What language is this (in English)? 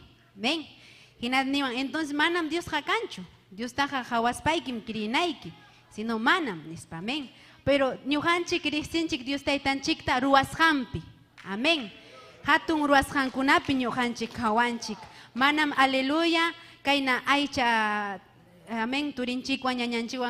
Ayacucho Quechua